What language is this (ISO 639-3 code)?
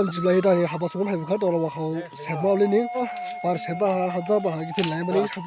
dis